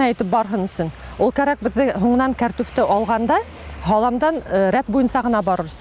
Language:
Bashkir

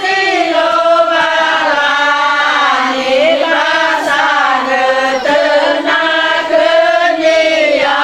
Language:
Nias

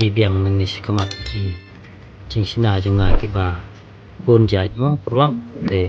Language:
Khasi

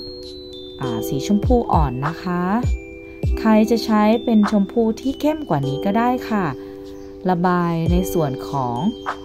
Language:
Thai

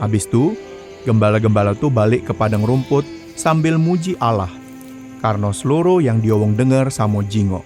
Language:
Musi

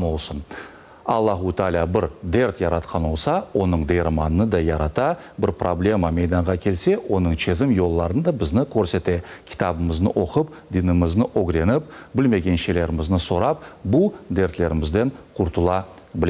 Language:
Crimean Tatar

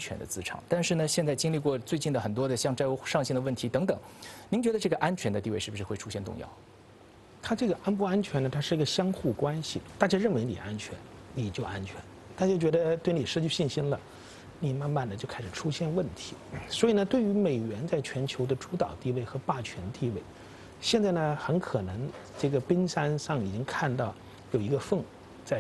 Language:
Chinese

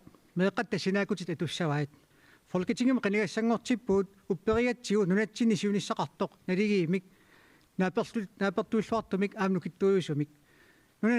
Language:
Kalaallisut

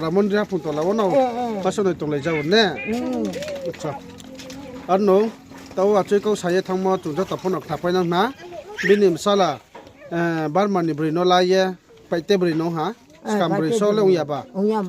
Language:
Riang (India)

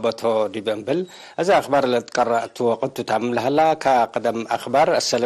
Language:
Tigre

